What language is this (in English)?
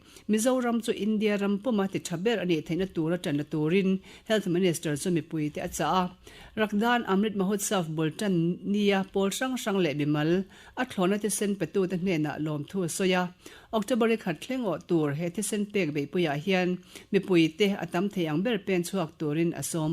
Mizo